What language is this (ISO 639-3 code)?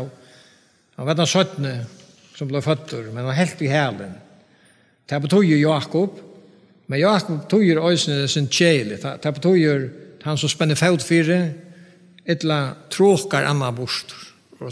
fao